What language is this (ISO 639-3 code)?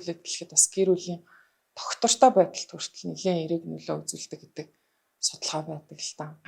mon